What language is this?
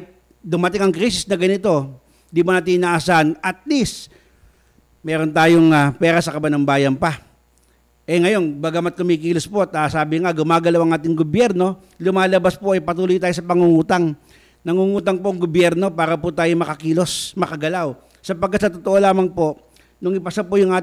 Filipino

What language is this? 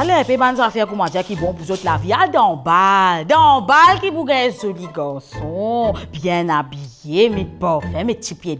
Morisyen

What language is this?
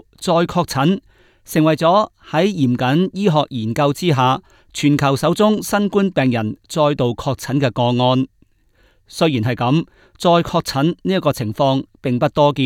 Cantonese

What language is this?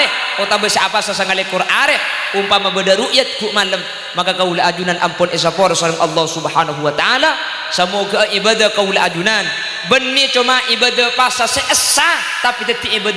Madurese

